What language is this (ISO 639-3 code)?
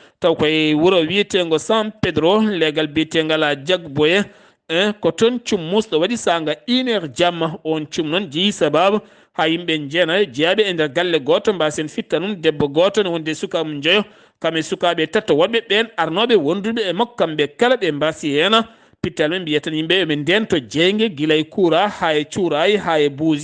ful